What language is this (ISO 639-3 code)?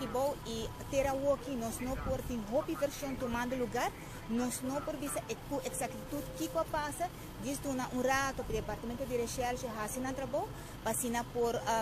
pap